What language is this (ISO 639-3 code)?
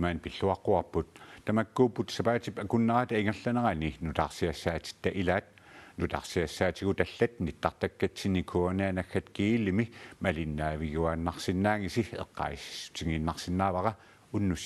kal